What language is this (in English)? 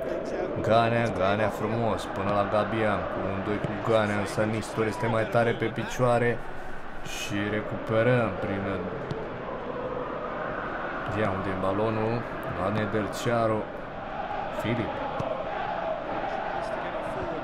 Romanian